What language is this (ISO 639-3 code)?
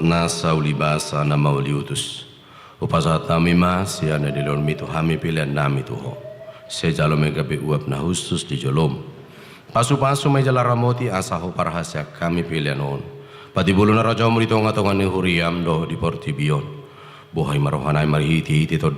bbc